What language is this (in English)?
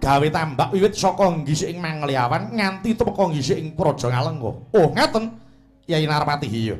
Javanese